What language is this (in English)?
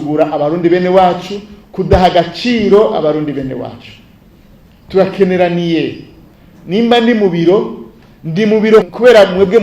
Rundi